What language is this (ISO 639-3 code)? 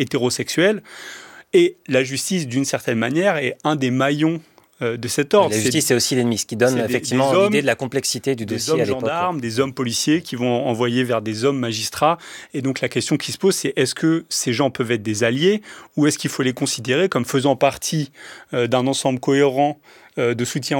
fra